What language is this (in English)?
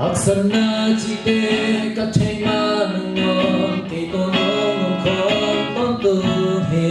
Tedim Chin